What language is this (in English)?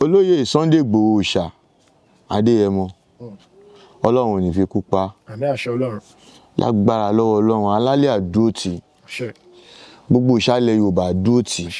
Yoruba